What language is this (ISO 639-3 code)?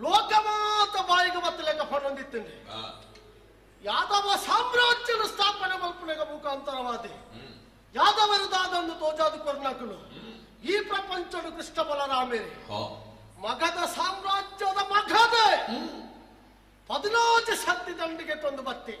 tcy